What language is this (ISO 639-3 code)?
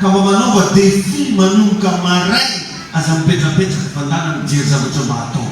mlg